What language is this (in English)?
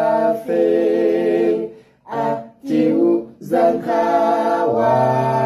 Nyanja